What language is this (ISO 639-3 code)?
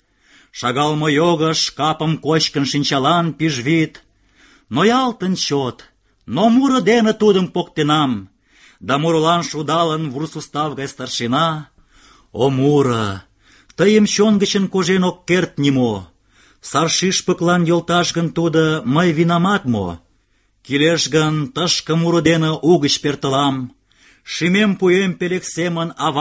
chm